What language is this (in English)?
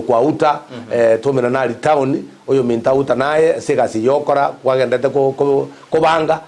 Gusii